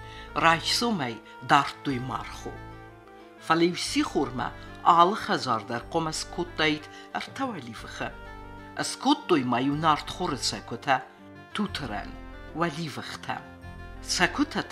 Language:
Ossetic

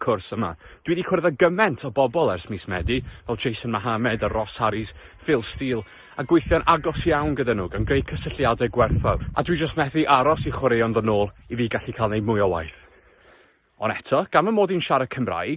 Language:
Welsh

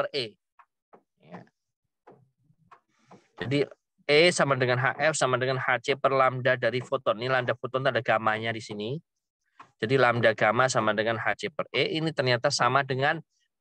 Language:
Indonesian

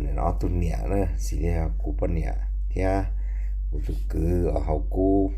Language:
Hmong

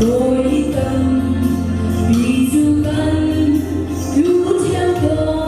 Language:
Hakha Chin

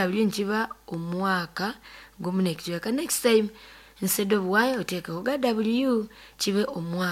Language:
Nyoro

